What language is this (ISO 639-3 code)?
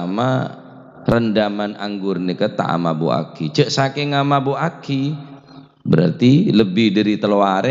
mad